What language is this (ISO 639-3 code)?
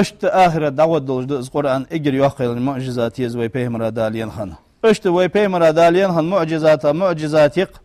inh